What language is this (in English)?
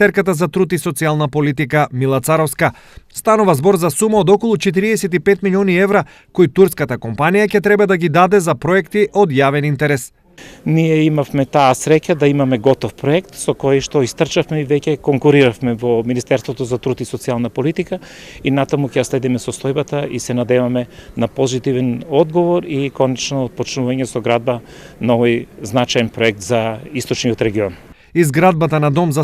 Macedonian